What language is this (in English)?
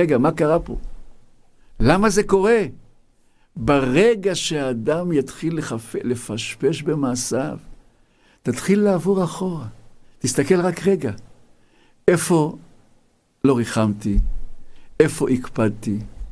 Hebrew